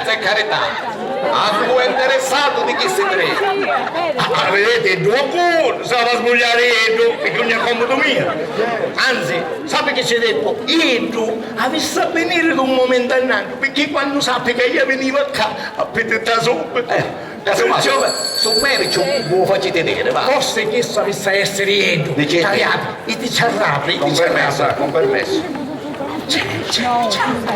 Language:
Sicilian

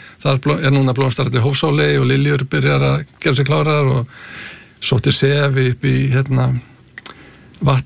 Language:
Icelandic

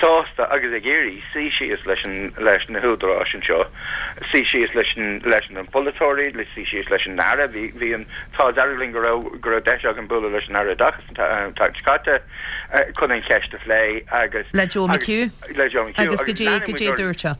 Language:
Irish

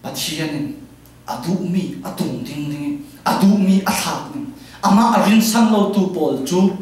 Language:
Falam Chin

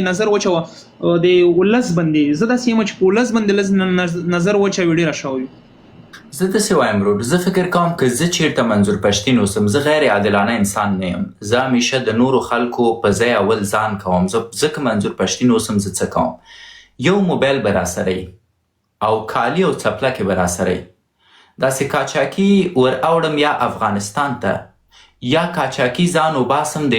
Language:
Pashto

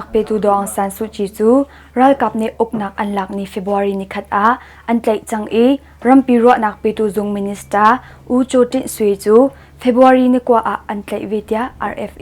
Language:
Hakha Chin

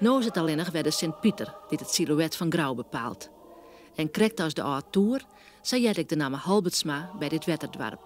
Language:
Western Frisian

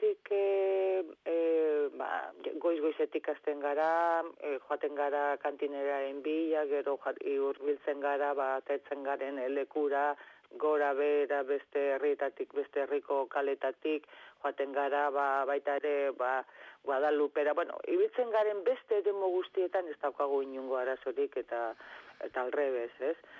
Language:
Basque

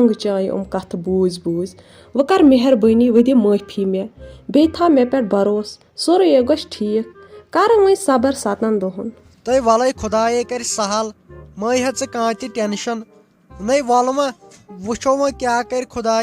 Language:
Kashmiri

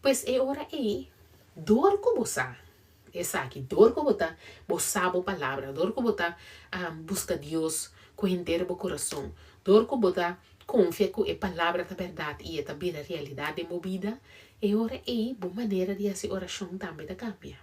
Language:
Papiamento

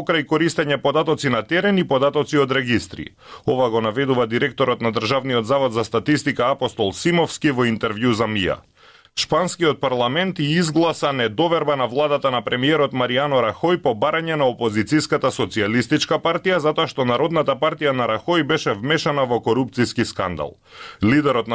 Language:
Macedonian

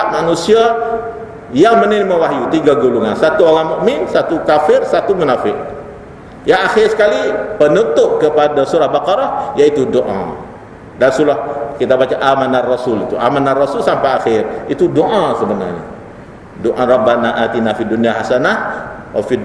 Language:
Malay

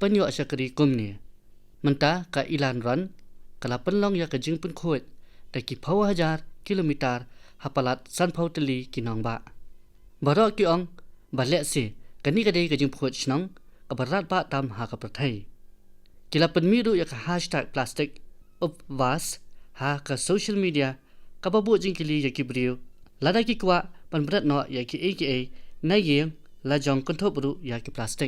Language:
Khasi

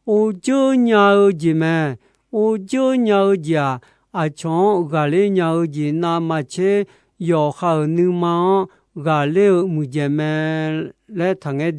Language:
Akha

